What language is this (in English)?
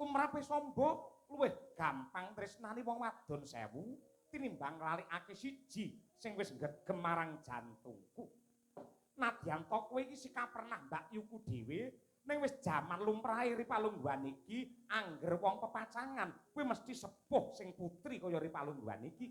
Javanese